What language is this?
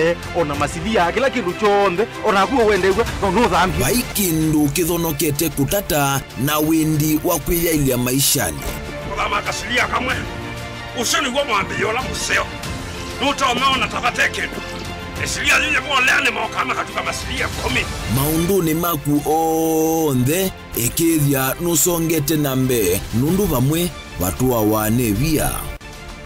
Kamba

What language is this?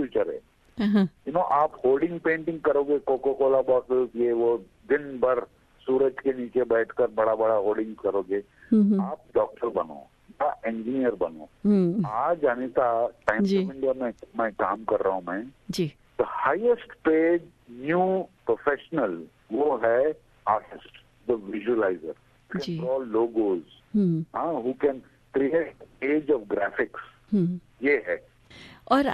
Hindi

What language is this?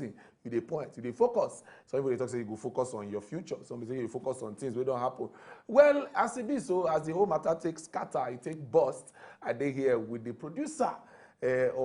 Nigerian Pidgin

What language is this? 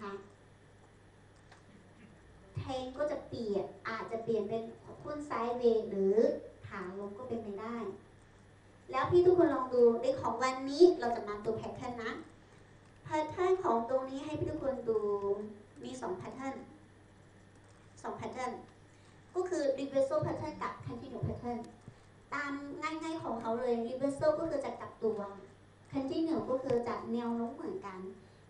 Thai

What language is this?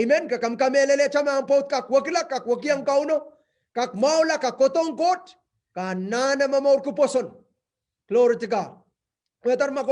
Pohnpeian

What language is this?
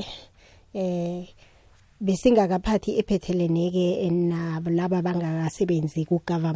South Ndebele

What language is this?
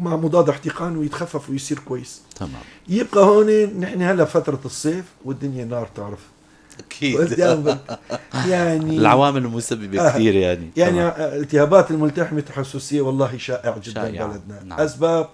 North Levantine Arabic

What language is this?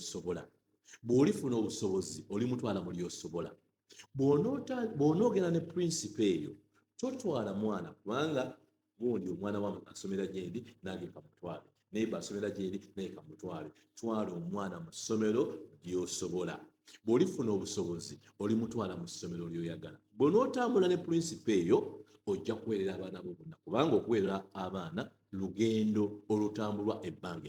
Ganda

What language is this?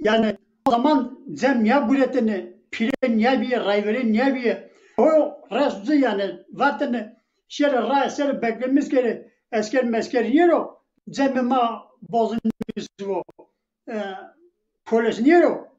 Zaza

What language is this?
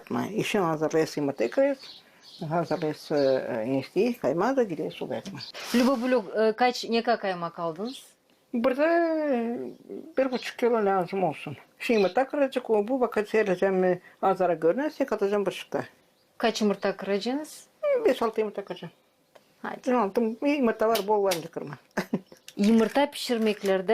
Gagauz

